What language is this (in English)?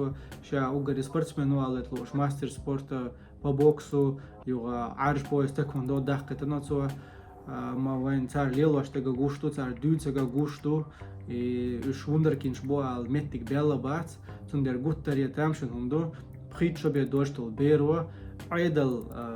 Chechen